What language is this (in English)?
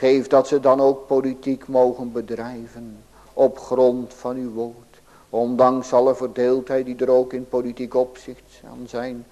Dutch